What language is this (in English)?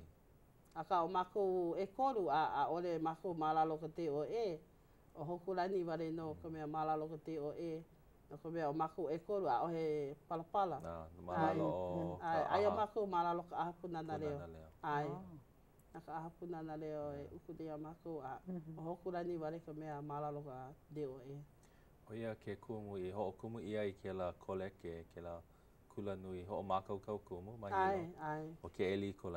Hawaiian